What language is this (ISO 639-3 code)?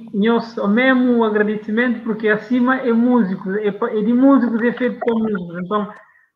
kea